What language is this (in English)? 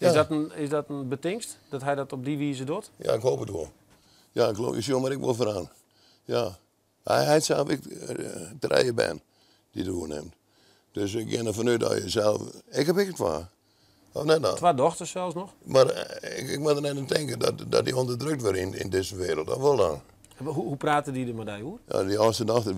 Western Frisian